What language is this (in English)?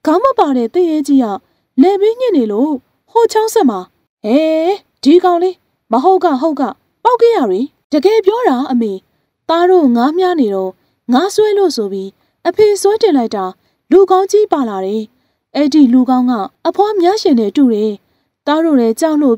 Burmese